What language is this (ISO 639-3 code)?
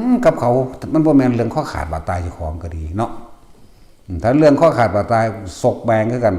tts